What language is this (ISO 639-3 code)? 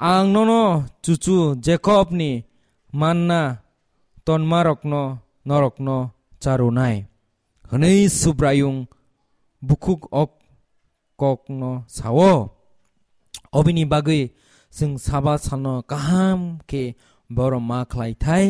trp